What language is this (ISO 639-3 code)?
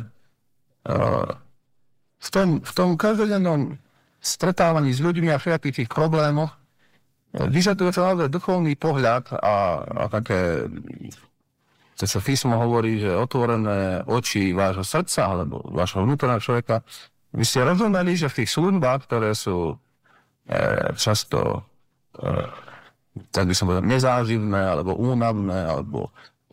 slk